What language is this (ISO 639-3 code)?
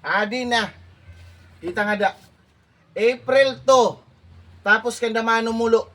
war